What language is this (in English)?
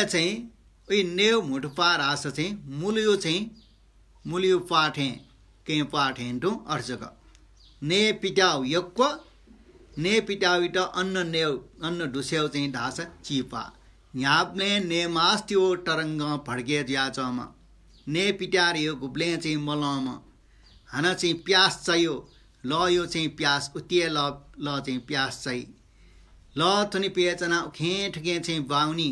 Newari